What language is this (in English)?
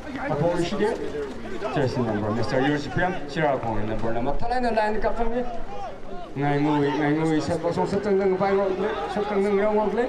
Tangkhul Naga (India)